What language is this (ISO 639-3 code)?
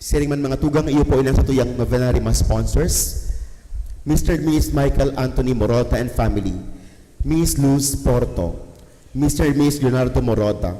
bik